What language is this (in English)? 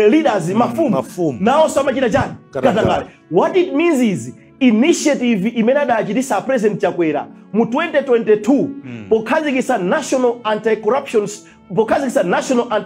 Nyanja